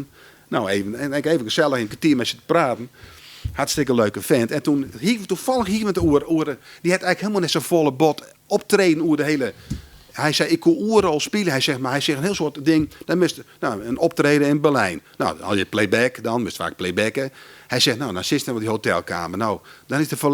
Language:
Western Frisian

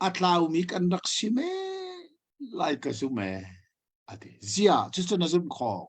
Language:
Hakha Chin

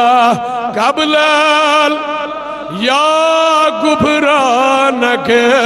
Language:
Kashmiri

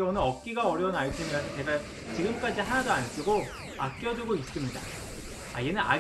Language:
Korean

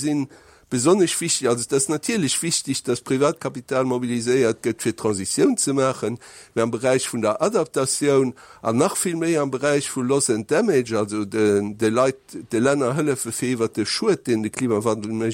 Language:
Luxembourgish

